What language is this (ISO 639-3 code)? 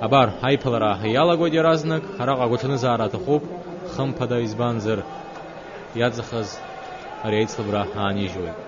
abk